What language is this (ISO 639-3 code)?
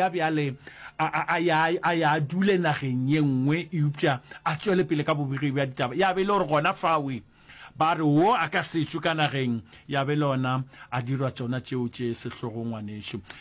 nso